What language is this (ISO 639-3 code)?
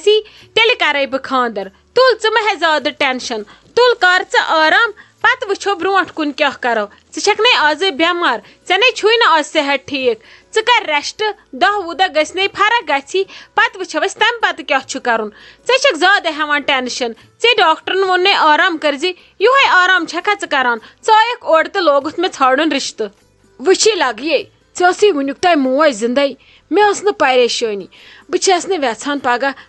kas